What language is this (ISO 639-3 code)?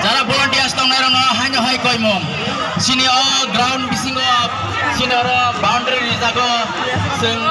trp